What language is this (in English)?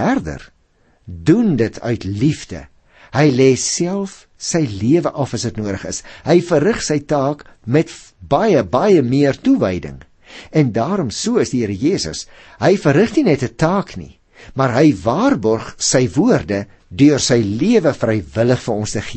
Afrikaans